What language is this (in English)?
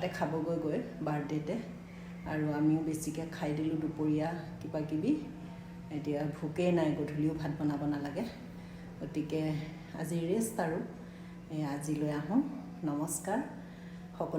Assamese